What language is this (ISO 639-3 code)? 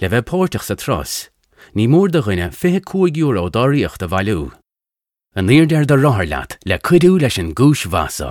gle